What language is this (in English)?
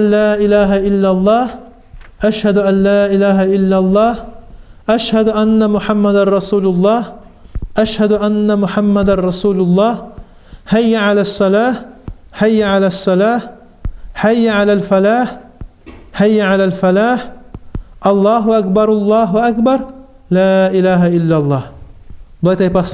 Kumyk